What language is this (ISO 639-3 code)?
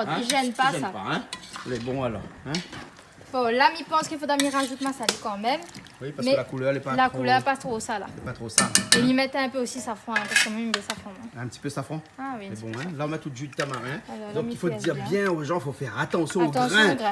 rcf